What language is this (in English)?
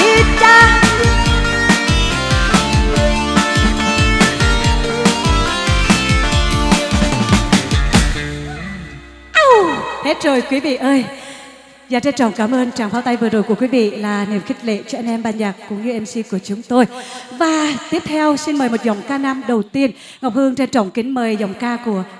Vietnamese